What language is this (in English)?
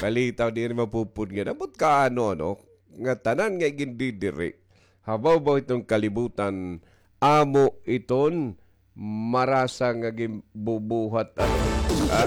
Waray